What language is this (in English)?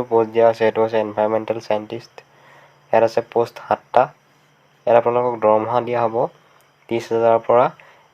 Assamese